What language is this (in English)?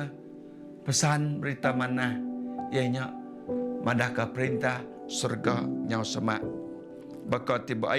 Iban